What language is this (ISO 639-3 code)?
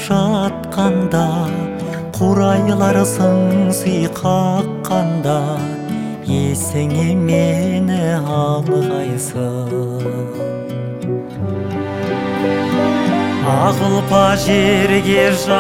kaz